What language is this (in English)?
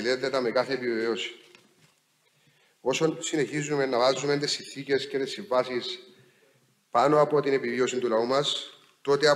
Greek